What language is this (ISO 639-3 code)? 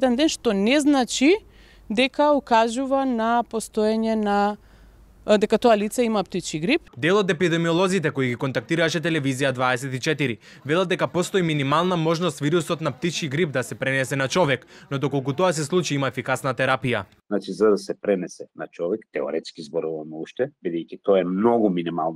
mkd